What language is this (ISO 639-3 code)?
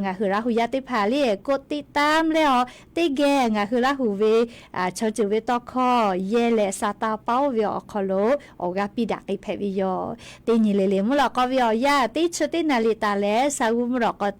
lhu